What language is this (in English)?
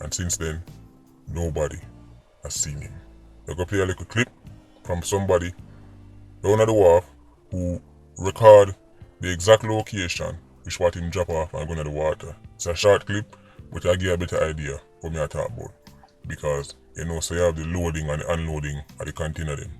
Jamaican Creole English